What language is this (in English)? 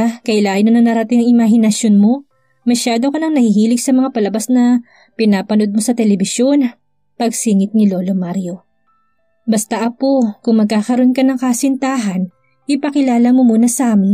Filipino